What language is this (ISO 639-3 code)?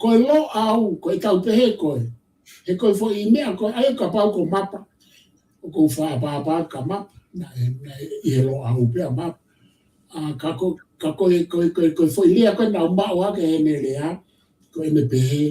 ton